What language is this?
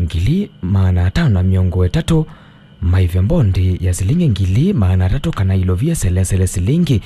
Kamba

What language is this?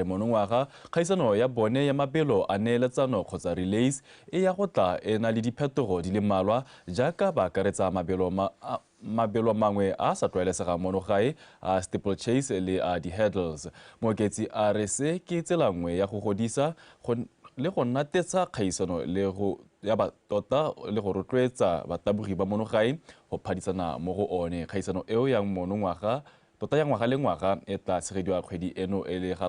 Tswana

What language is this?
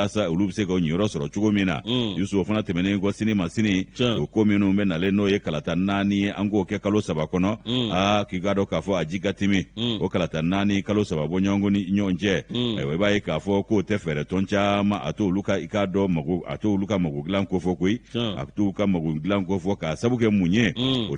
Bambara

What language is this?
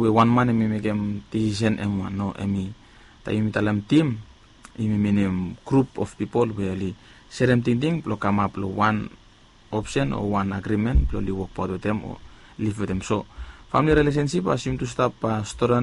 Bislama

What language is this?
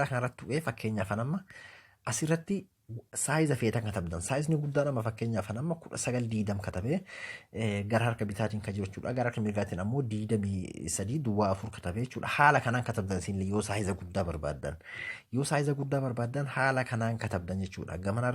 Oromo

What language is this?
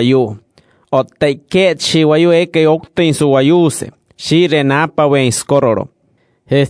Wayuu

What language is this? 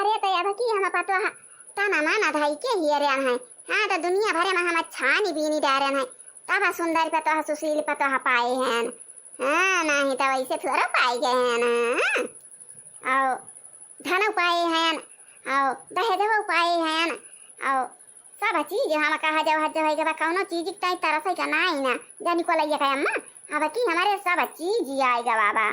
Awadhi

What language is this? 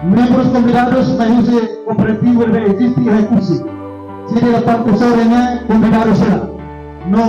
Tetum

